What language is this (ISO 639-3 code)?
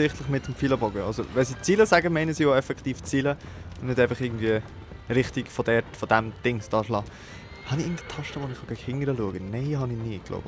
gsw